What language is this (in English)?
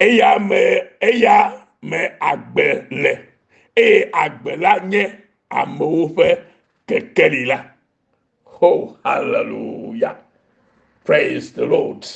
Ewe